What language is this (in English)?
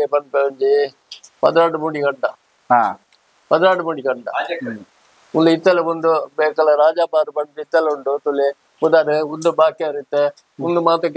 Tulu